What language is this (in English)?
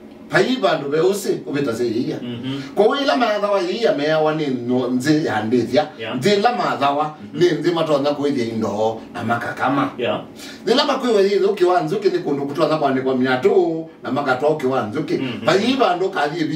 Kamba